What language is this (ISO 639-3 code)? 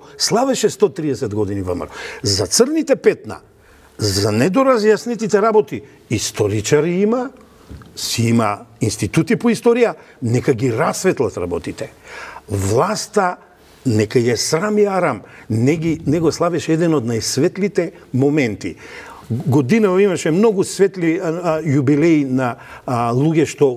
mkd